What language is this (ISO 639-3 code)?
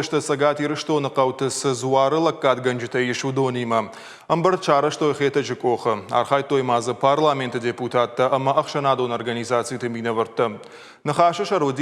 oss